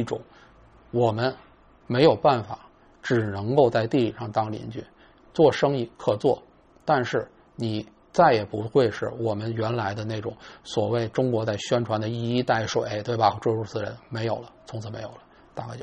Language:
Chinese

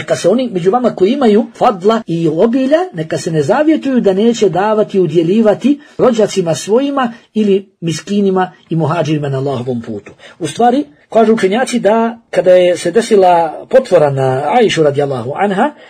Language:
Bosnian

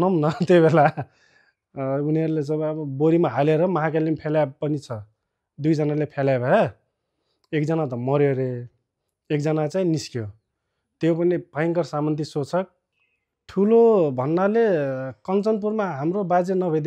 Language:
Nepali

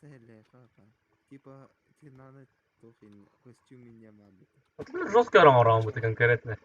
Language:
Yakut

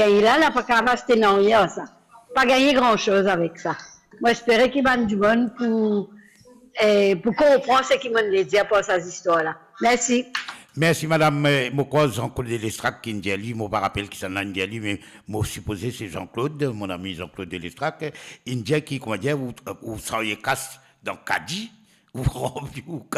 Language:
Morisyen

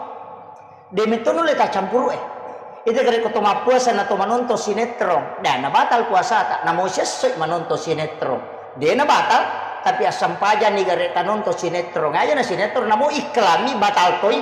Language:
Buginese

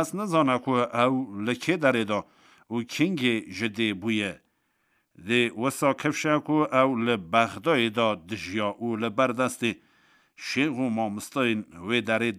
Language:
Kurdish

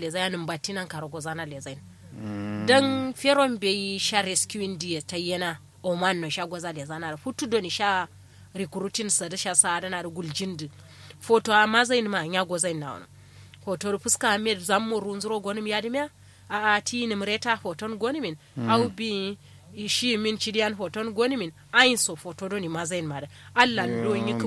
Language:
Kanuri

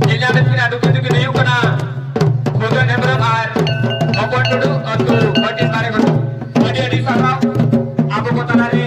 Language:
Santali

